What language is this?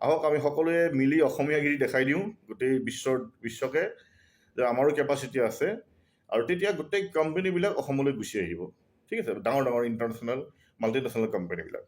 Assamese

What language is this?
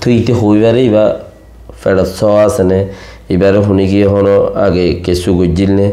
Rohingya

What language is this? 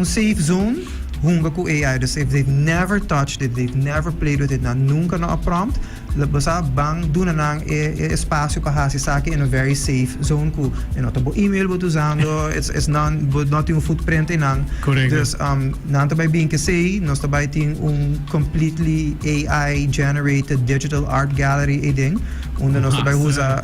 Papiamento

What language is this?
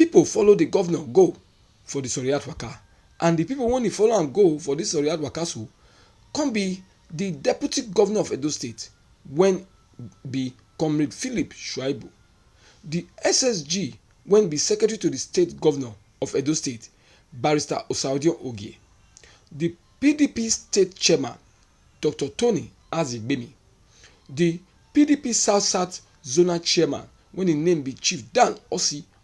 Nigerian Pidgin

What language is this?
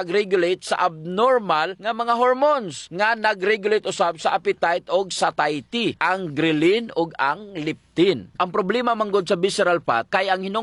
Cebuano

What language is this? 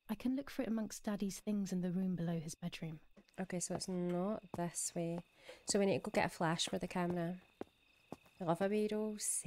English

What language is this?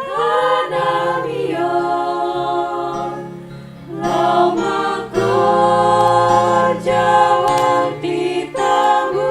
Batak Simalungun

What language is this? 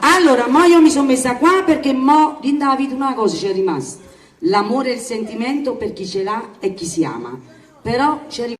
Neapolitan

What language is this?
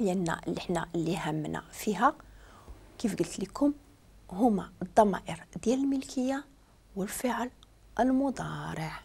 Moroccan Arabic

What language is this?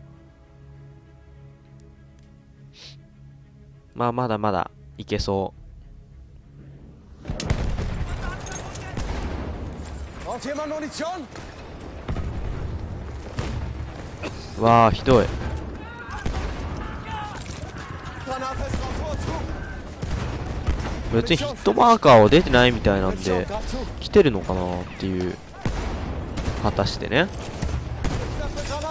Japanese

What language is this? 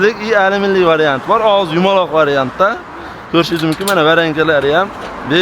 Uzbek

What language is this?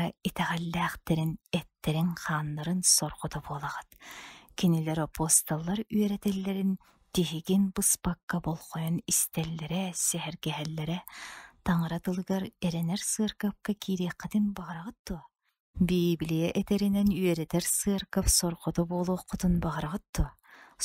Yakut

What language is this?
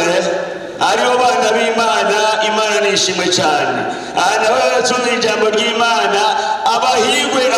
Rundi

